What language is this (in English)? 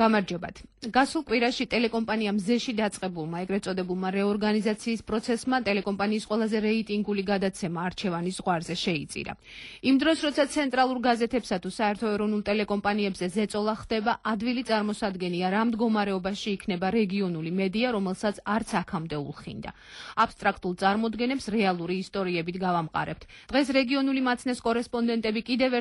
Georgian